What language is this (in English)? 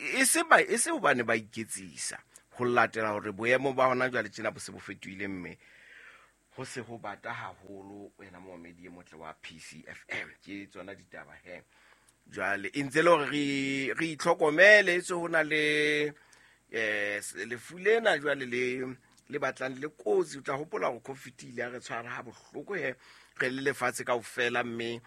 Southern Sotho